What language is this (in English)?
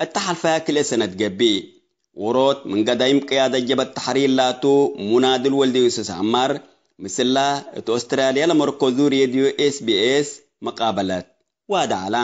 Tigre